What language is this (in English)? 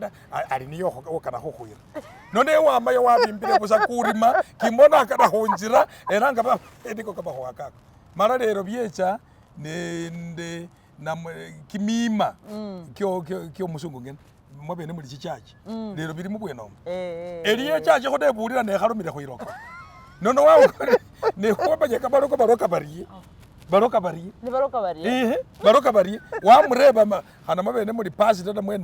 Masaaba